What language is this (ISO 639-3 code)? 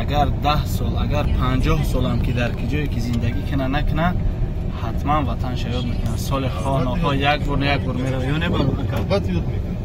tgk